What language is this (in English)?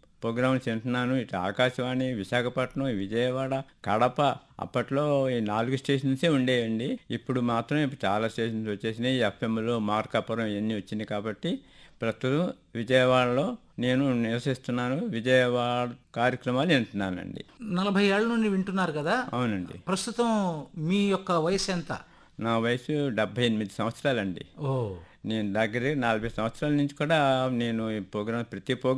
Telugu